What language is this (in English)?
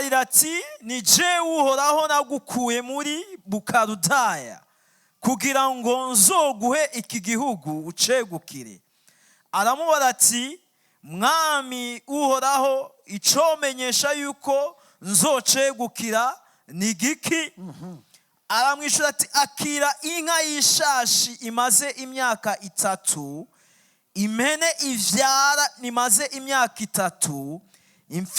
Rundi